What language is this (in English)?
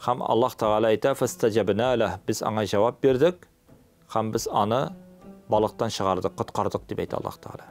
Tatar